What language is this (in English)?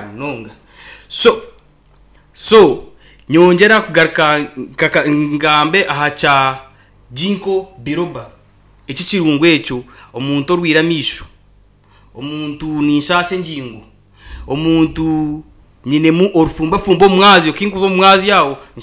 Nyankole